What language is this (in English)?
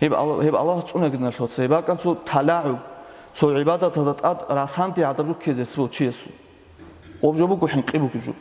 Avaric